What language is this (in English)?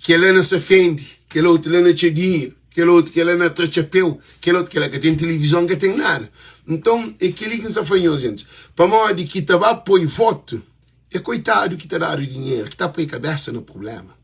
Kabuverdianu